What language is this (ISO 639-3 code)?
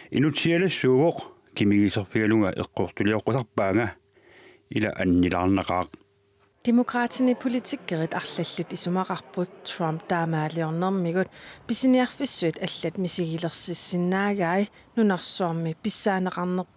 kal